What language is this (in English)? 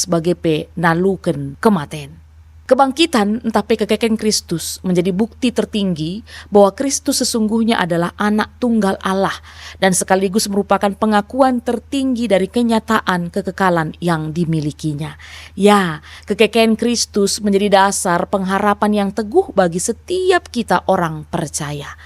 Batak Karo